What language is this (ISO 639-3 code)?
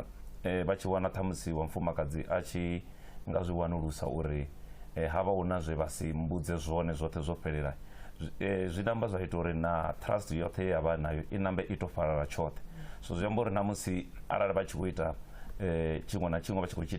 ven